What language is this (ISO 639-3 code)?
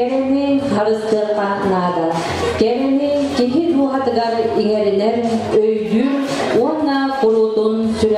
sah